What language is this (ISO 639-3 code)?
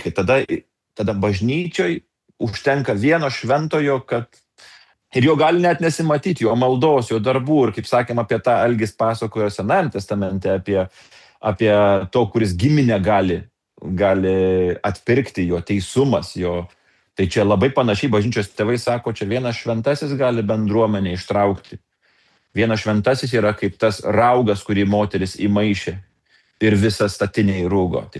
lit